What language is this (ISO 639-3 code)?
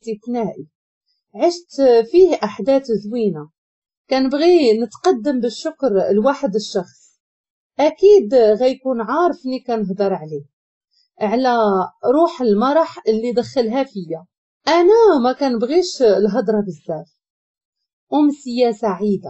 ary